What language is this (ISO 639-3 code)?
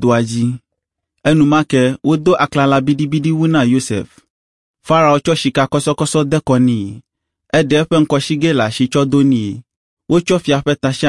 ewe